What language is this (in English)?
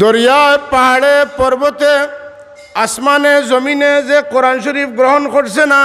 Sylheti